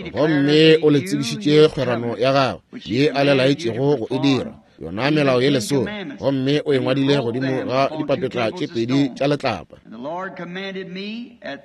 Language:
Northern Sotho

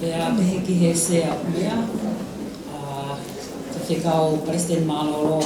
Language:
Tongan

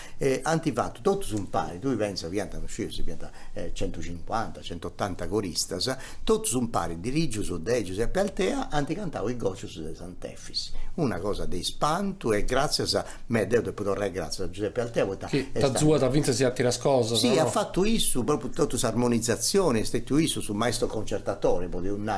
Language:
Sardinian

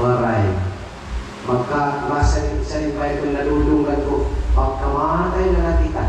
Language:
Waray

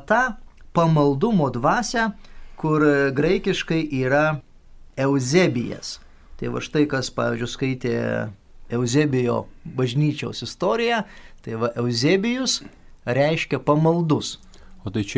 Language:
Lithuanian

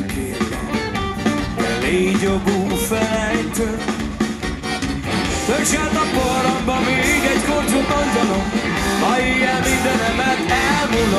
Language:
Hungarian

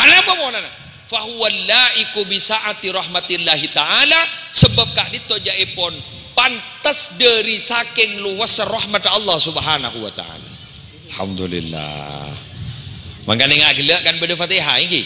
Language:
Madurese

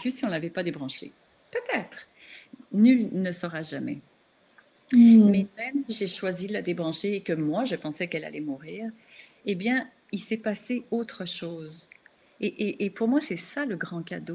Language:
French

